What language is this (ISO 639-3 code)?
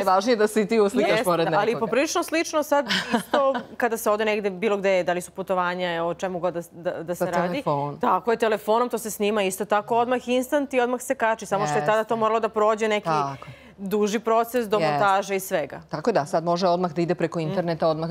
srp